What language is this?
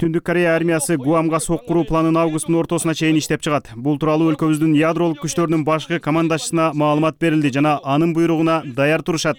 Kyrgyz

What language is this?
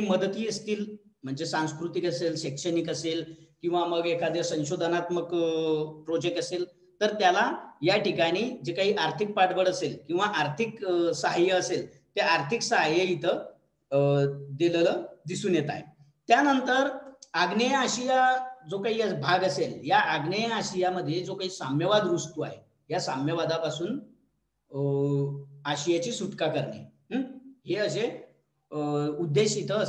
Marathi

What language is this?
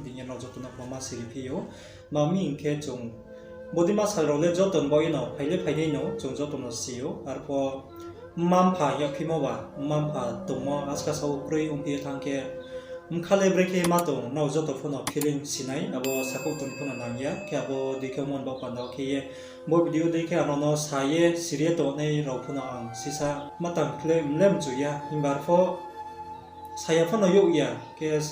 Riang (India)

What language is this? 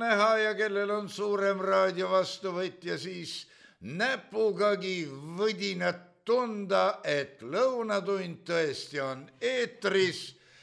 Estonian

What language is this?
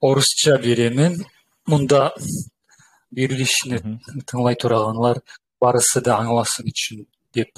Kumyk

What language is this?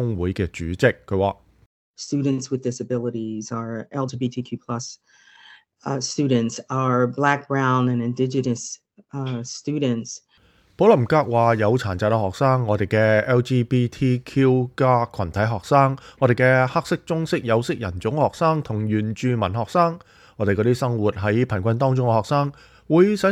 Cantonese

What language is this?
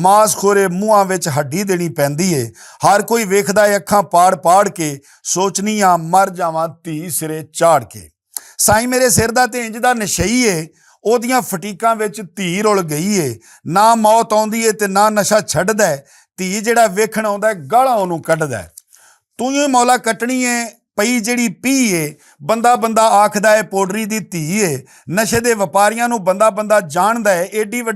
Western Panjabi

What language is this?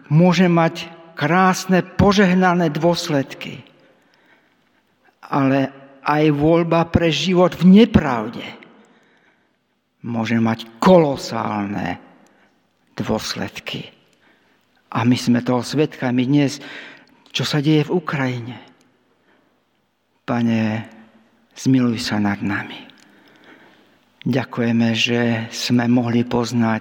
Slovak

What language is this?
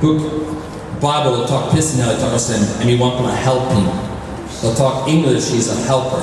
Tok Pisin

